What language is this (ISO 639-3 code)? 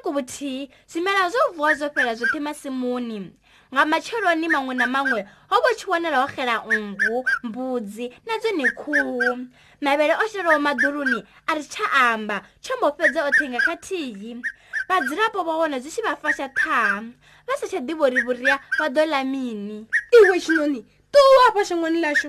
ven